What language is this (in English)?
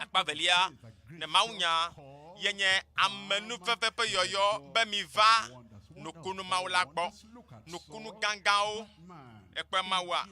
Ewe